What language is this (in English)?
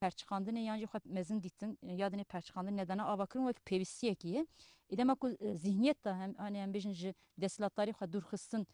Kurdish